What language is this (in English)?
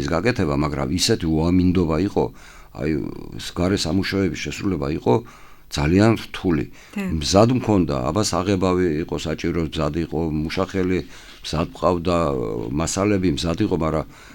Georgian